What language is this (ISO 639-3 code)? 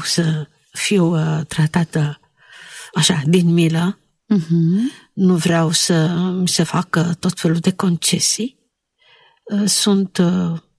ron